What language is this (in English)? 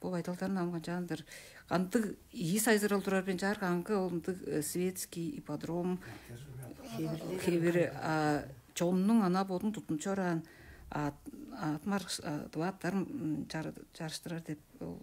Tuvinian